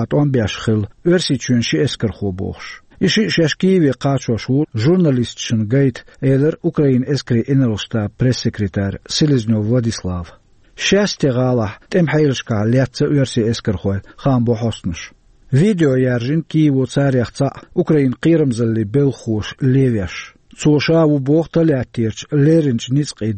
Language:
Chechen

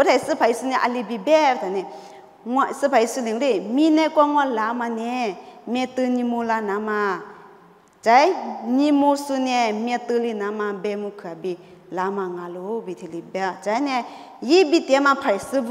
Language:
Lisu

